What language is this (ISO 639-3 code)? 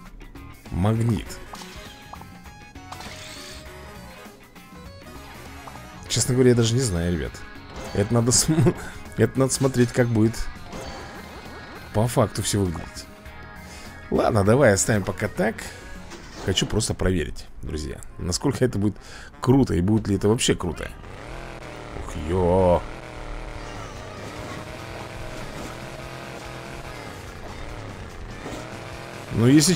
rus